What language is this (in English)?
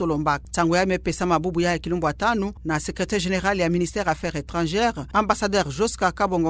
Kituba (Democratic Republic of Congo)